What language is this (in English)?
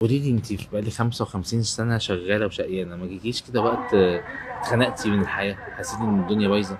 Egyptian Arabic